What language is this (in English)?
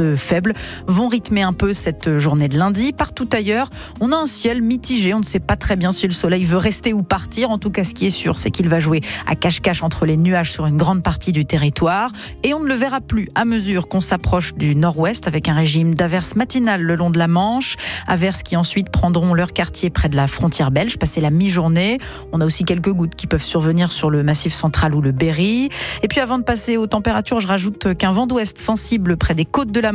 French